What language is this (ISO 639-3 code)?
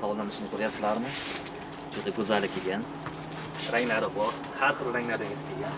uzb